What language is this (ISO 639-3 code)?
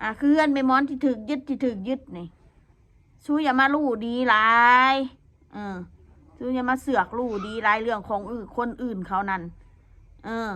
tts